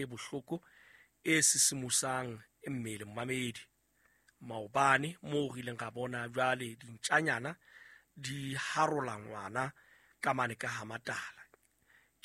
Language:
Southern Sotho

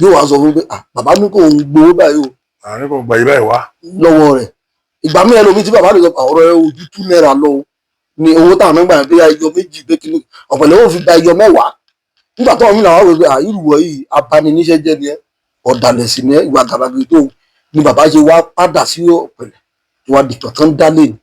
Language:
Yoruba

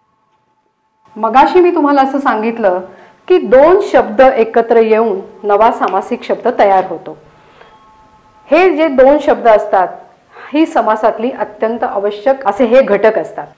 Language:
Marathi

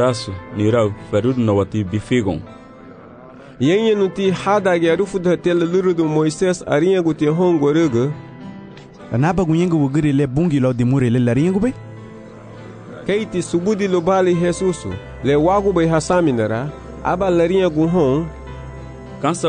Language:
Garifuna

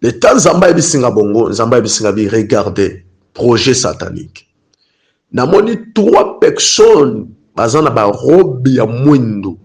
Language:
Lingala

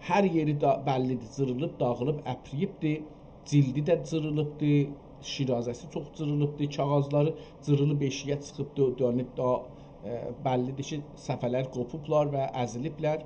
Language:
South Azerbaijani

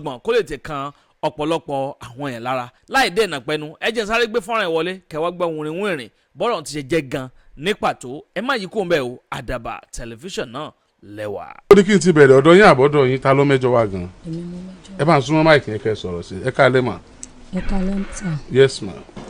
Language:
Yoruba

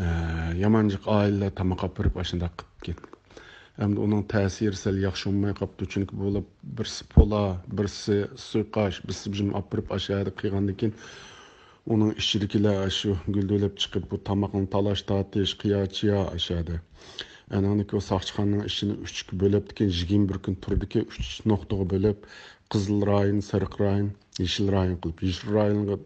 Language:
Uyghur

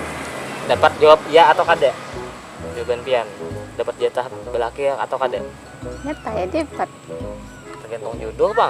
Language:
Banjar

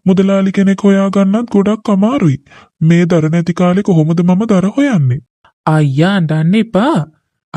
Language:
Sinhala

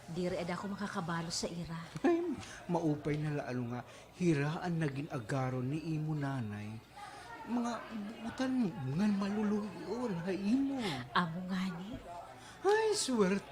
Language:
Waray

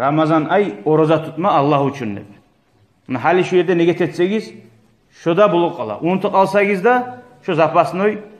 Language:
Kumyk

